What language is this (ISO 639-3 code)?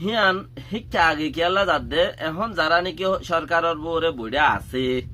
rhg